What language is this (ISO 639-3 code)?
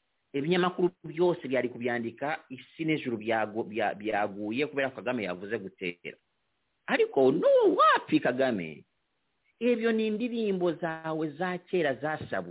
kin